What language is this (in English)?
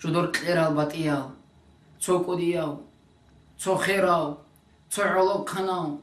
Avaric